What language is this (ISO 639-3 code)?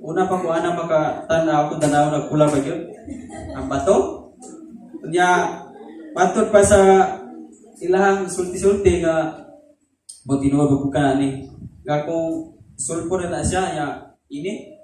ceb